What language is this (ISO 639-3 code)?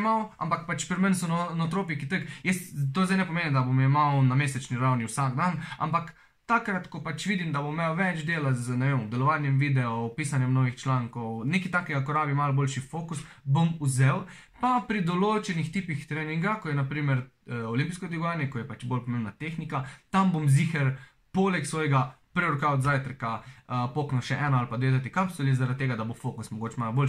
slv